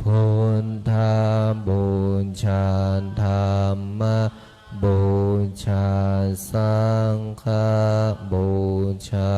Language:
Pali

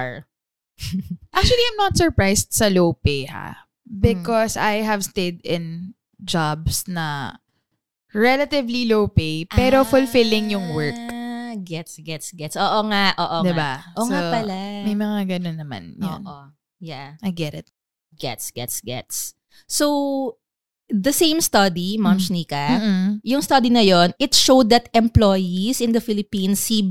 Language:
Filipino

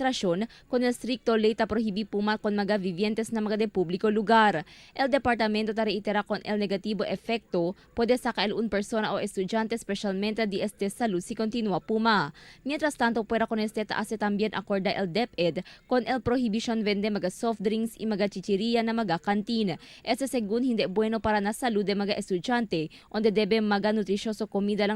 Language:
Chavacano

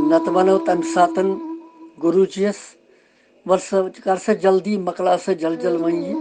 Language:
Kashmiri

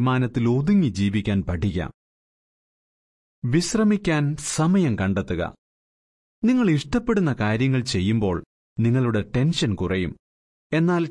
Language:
Malayalam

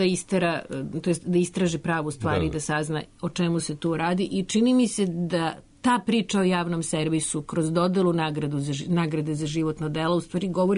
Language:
Serbian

